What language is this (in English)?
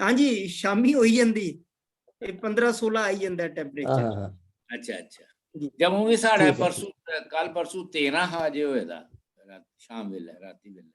Dogri